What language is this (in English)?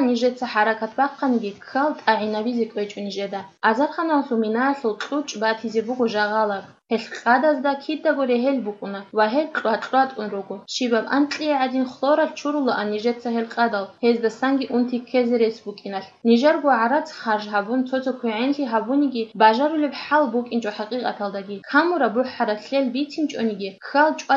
Avaric